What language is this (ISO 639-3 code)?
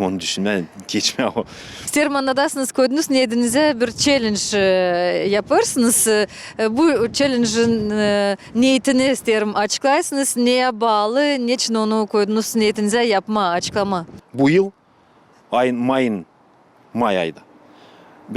gag